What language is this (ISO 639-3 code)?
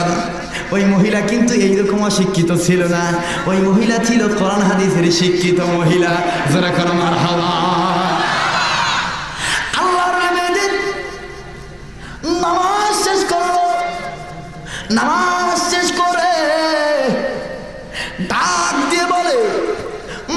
ben